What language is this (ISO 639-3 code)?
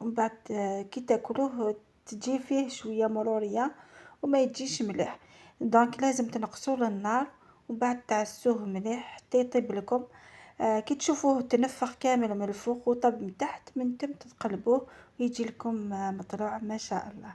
arq